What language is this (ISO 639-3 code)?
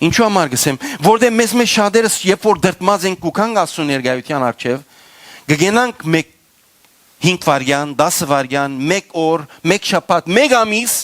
hyw